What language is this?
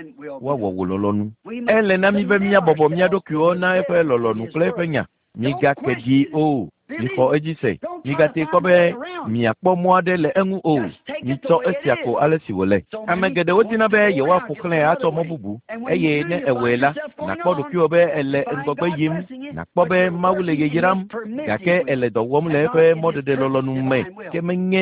Ewe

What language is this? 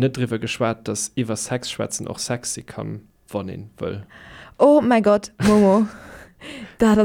Luxembourgish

